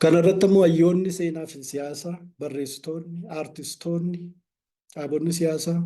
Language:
Oromo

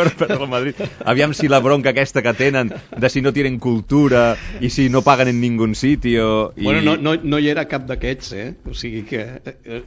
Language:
Catalan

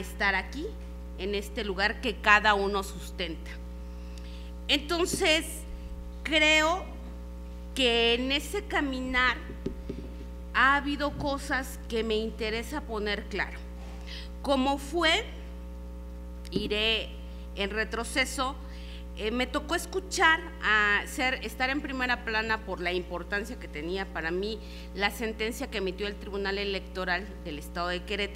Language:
Spanish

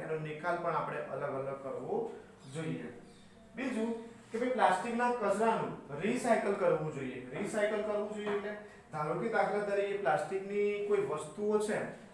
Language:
Gujarati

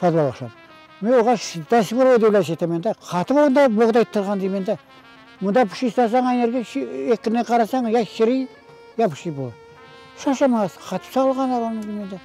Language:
Crimean Tatar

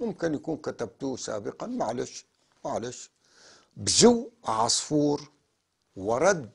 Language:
North Levantine Arabic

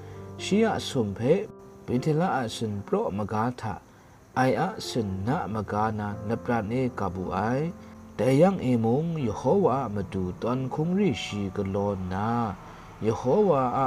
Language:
Kachin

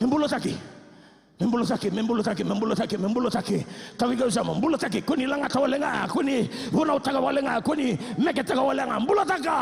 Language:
Fijian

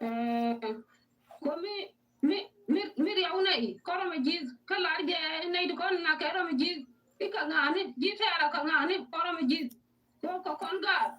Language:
Nuer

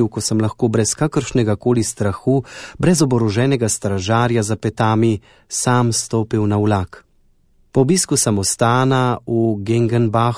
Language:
Slovenian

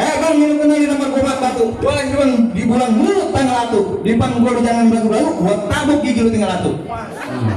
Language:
Betawi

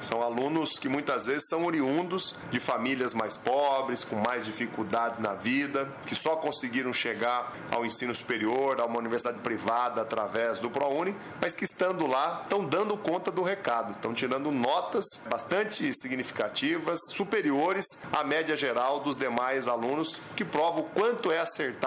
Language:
Portuguese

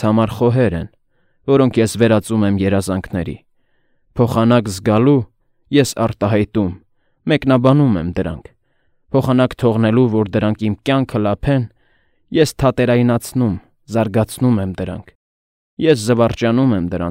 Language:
Armenian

